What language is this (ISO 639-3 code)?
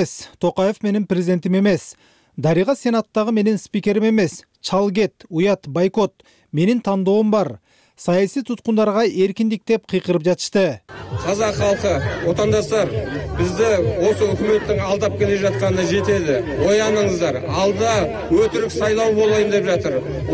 kir